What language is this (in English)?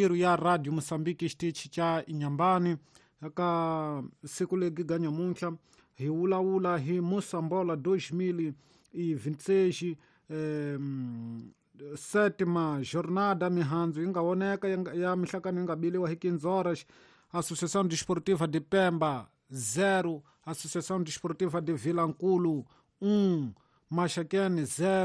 Tsonga